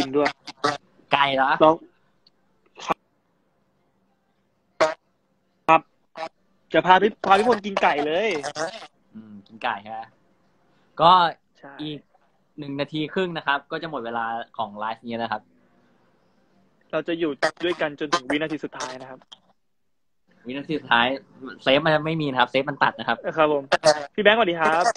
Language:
Thai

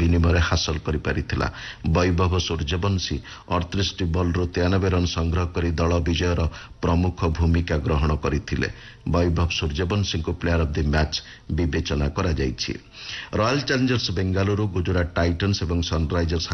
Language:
Odia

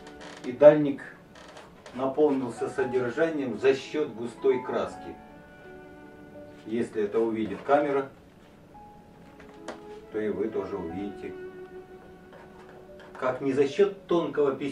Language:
Russian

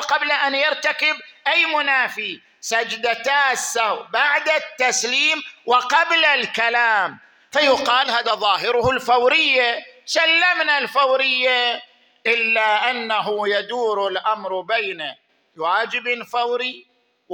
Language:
Arabic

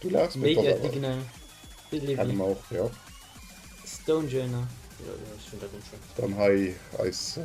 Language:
Luxembourgish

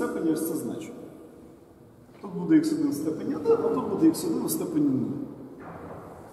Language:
Ukrainian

